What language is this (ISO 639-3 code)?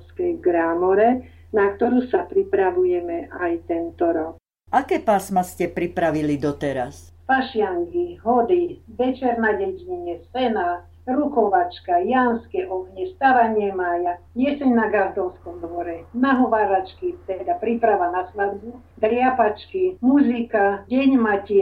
slk